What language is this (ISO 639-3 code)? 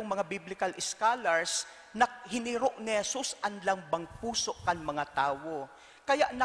bik